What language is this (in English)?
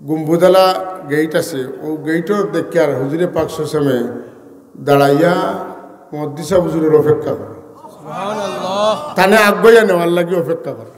Sylheti